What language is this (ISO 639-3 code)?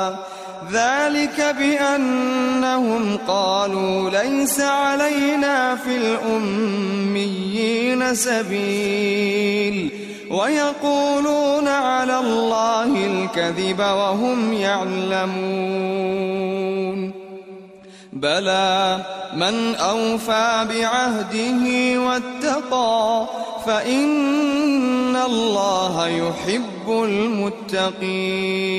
ara